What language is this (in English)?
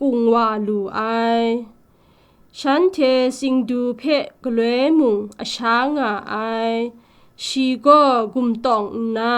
Kachin